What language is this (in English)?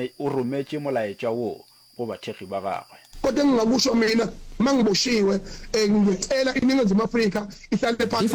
Northern Sotho